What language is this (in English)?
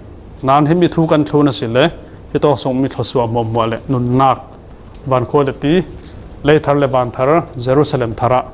Falam Chin